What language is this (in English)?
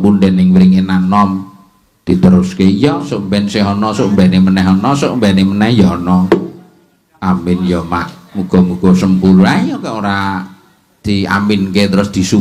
Javanese